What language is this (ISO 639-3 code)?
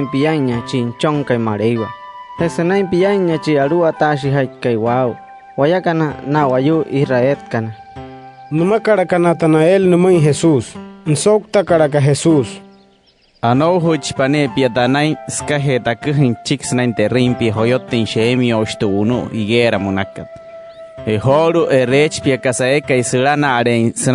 guc